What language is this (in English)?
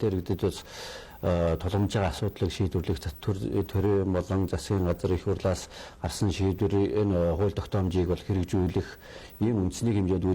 Mongolian